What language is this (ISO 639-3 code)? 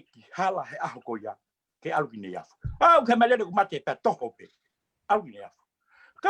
ton